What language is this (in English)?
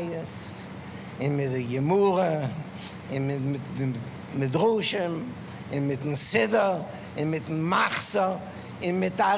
Yiddish